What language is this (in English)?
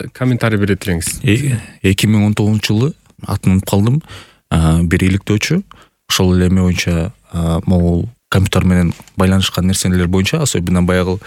Kyrgyz